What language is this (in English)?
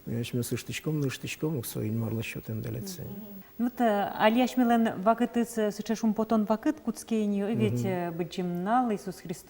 Udmurt